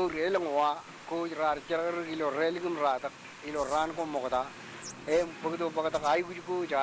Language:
Marshallese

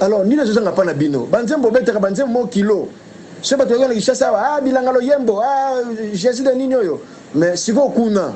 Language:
Lingala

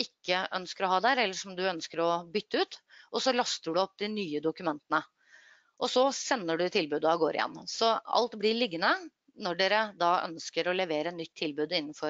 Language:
Norwegian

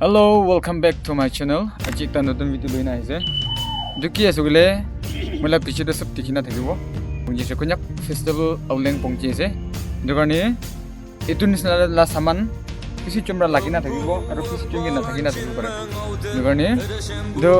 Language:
Naga Pidgin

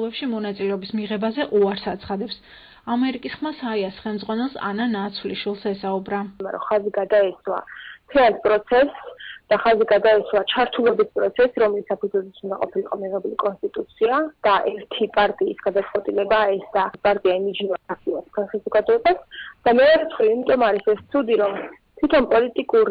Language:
Georgian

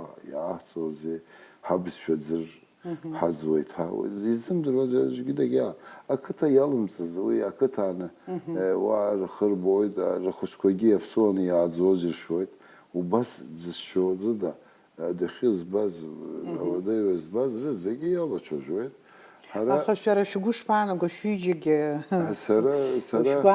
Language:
Abkhazian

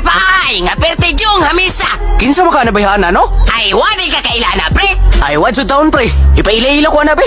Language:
Cebuano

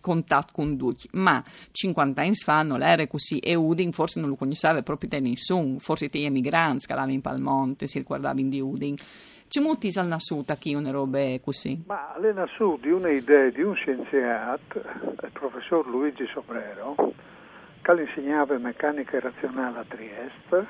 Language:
Friulian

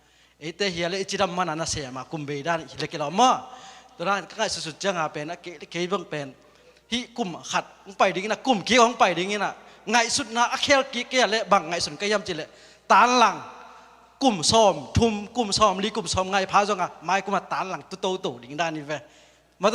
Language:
Tedim Chin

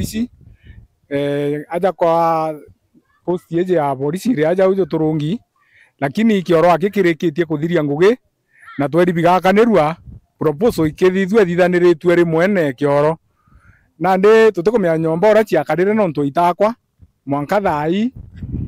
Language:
Meru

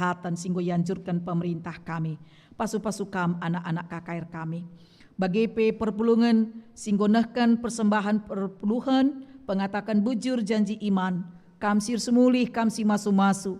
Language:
Batak Karo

